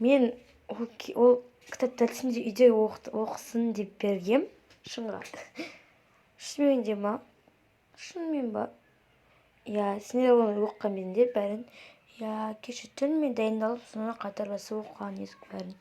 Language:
Kazakh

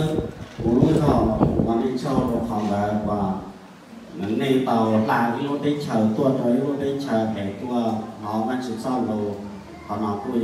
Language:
Vietnamese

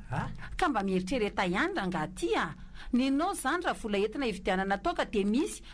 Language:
Malagasy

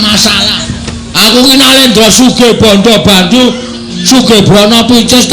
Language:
Javanese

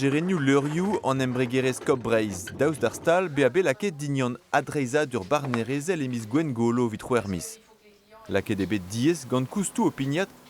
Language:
Breton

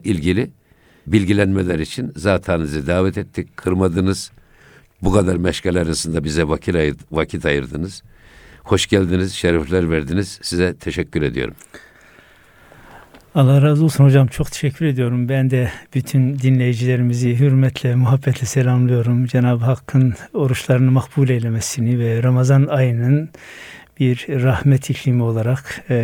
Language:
Turkish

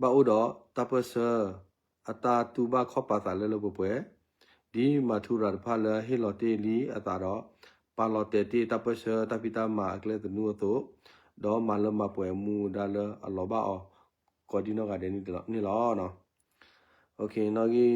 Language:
S'gaw Karen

